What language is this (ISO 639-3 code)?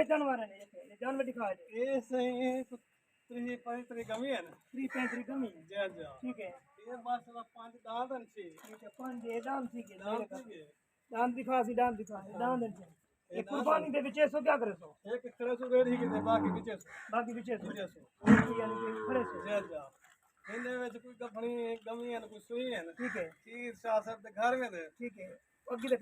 skr